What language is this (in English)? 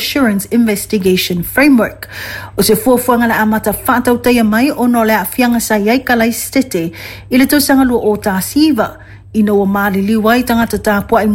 Samoan